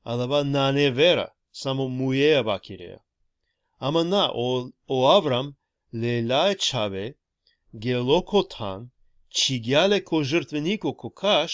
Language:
Balkan Romani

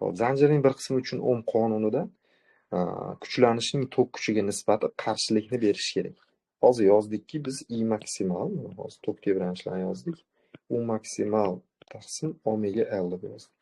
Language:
Uzbek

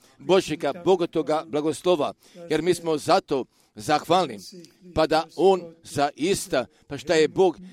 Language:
Croatian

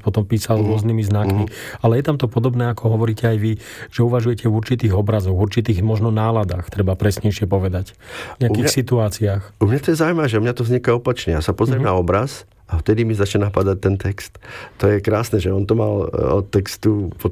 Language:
Slovak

